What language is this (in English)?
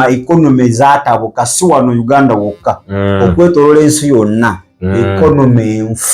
Ganda